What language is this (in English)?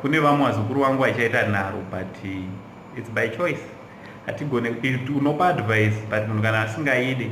Shona